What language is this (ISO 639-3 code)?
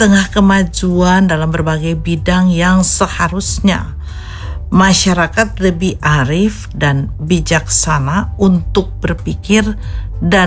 ind